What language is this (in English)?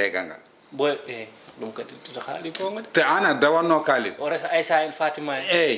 Fula